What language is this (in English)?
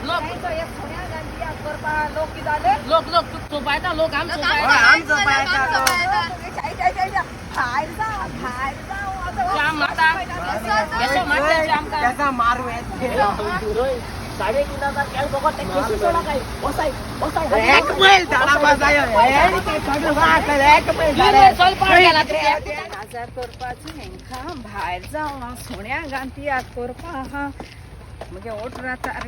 Konkani